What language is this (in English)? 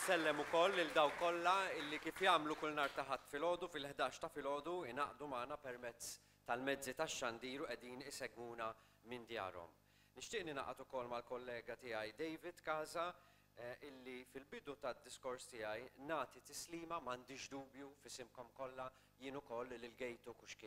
Maltese